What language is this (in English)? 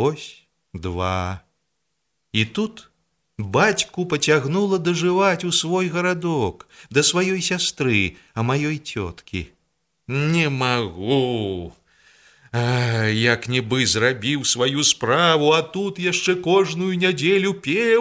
Belarusian